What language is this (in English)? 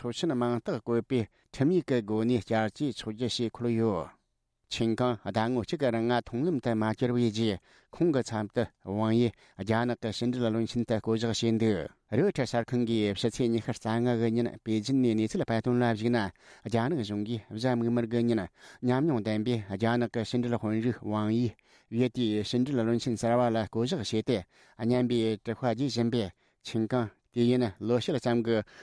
Tibetan